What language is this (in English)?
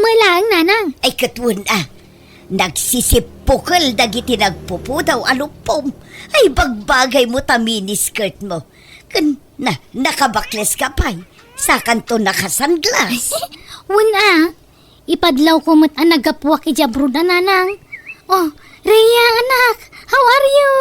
Iloko